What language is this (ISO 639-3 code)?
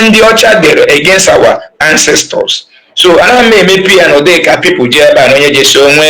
ibo